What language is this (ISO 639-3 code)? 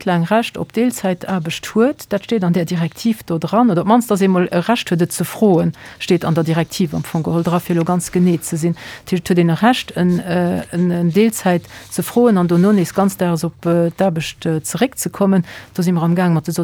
ltz